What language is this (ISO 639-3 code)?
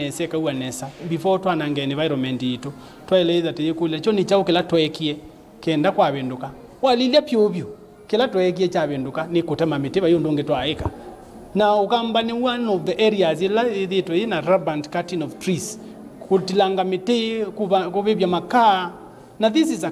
kam